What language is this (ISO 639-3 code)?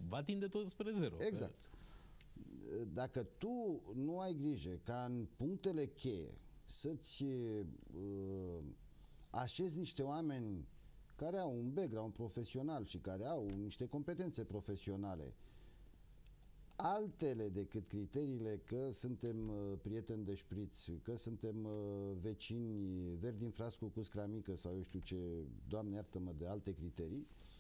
ron